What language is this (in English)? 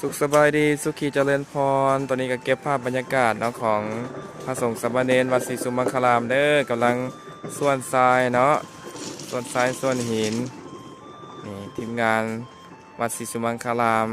Lao